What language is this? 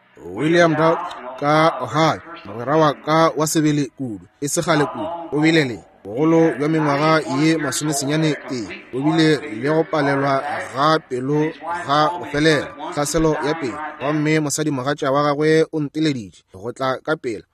Northern Sotho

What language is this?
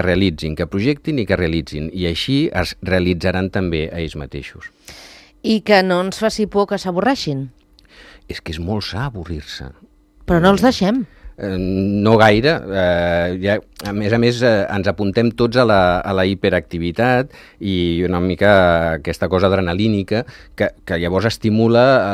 Catalan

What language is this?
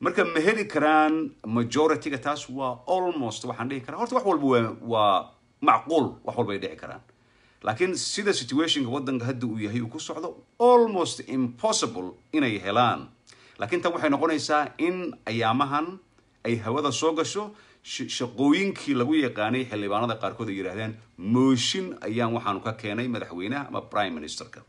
Somali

